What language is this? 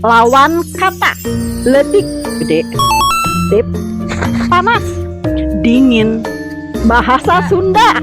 Sundanese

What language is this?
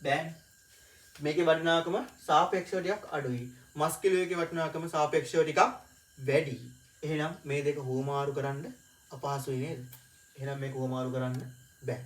Sinhala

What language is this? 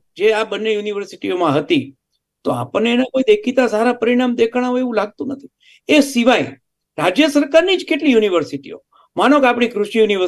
Gujarati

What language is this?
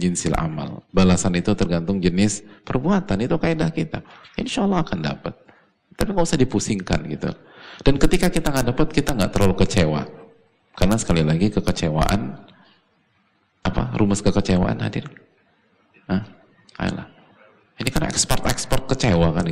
Indonesian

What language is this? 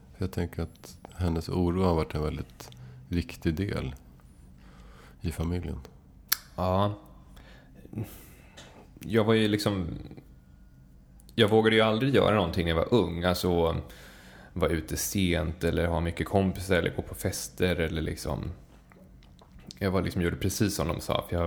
Swedish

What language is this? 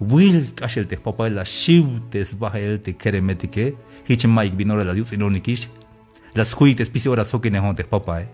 Tzeltal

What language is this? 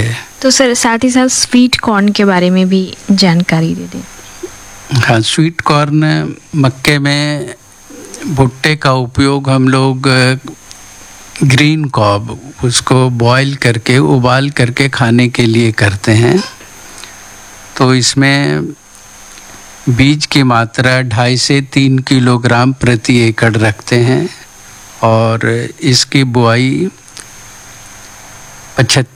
Hindi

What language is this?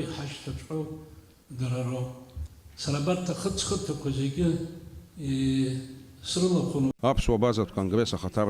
Abkhazian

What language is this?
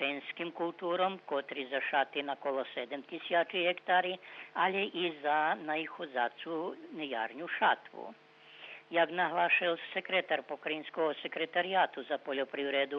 Rusyn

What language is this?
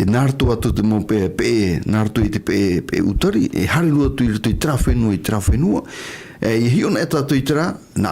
Tahitian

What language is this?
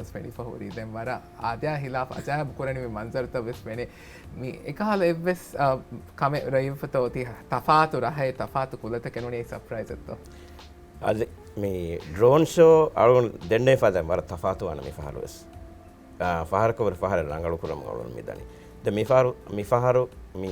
Divehi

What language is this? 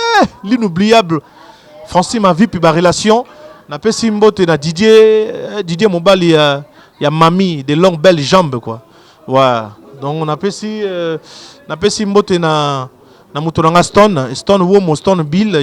Lingala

